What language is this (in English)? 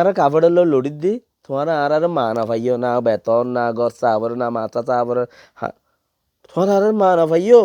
Rohingya